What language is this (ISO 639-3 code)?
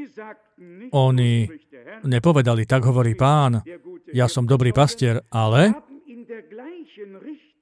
slk